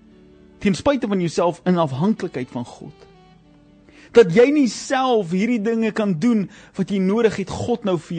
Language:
Afrikaans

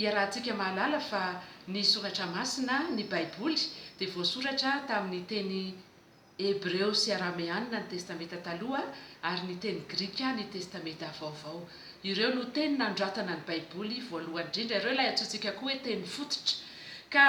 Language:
Malagasy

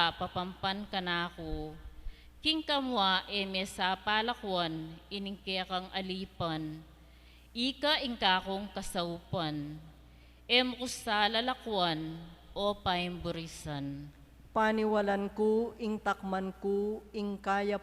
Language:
Pampanga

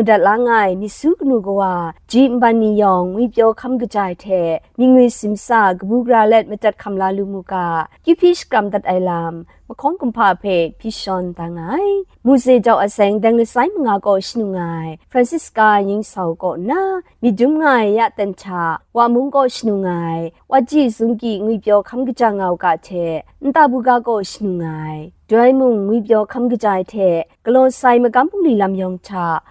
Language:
Kachin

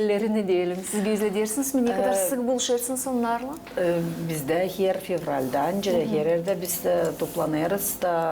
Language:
Gagauz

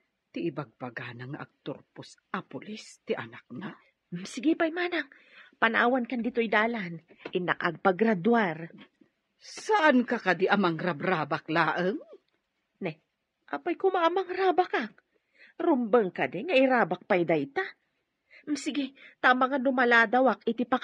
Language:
Iloko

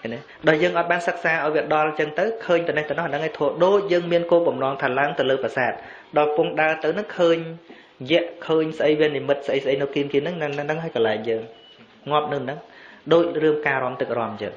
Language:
Khmer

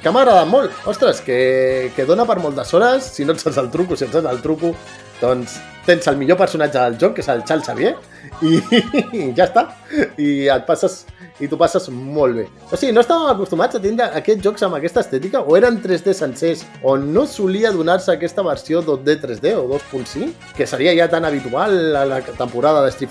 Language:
Catalan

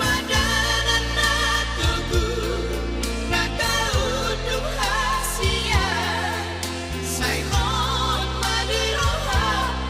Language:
Batak Toba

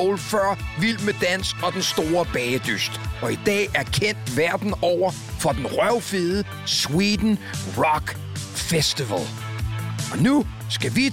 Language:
Danish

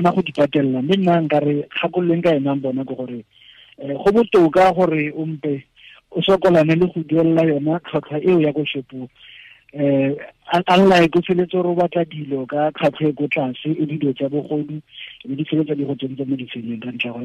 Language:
Tswana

